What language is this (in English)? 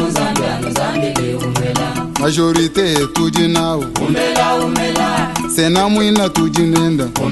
Luba-Lulua